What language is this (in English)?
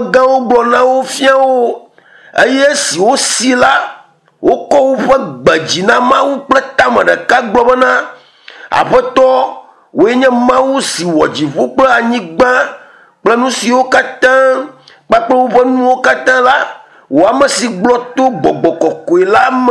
Ewe